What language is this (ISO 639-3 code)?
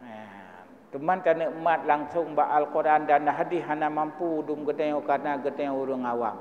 ace